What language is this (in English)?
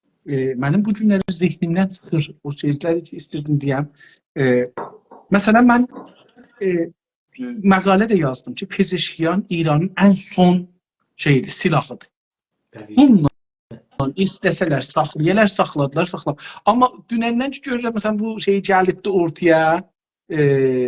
South Azerbaijani